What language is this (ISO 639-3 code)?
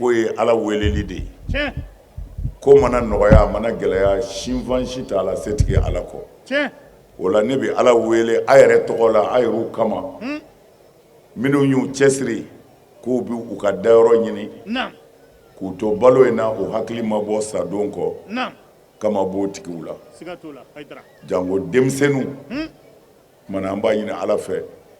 bam